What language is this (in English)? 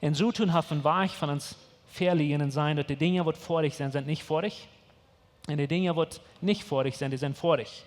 Plautdietsch